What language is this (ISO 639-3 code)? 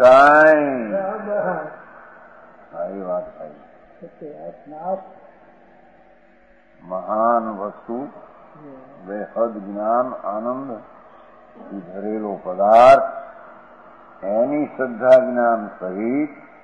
guj